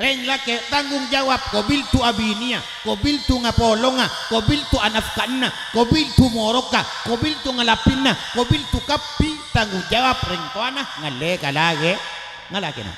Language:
Madurese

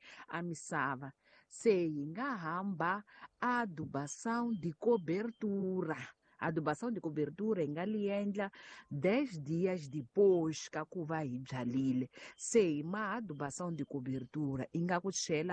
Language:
Tsonga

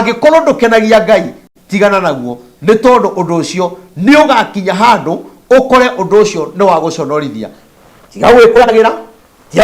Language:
Kikuyu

